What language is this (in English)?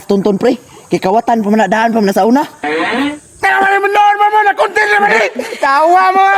Cebuano